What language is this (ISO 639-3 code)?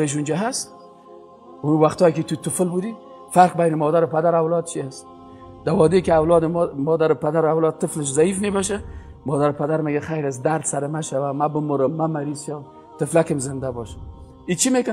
fas